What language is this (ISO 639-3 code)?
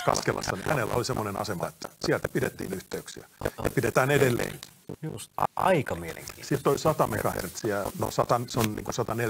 fin